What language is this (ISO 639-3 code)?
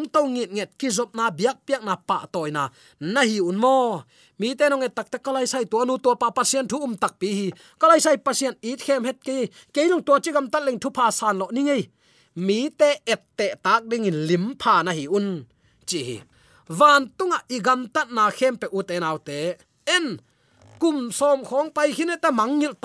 ctd